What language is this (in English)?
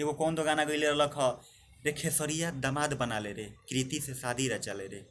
Bhojpuri